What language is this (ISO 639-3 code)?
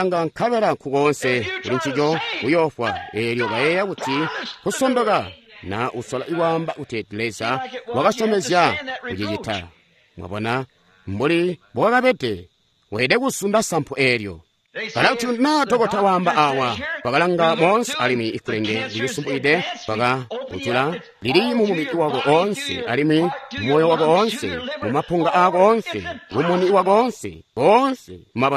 toi